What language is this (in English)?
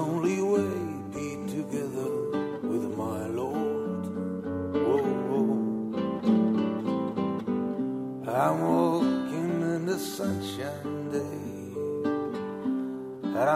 Estonian